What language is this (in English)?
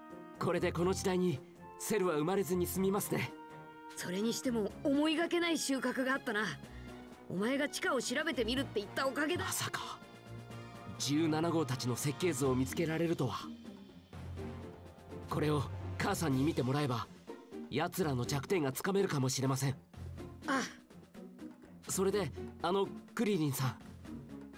Japanese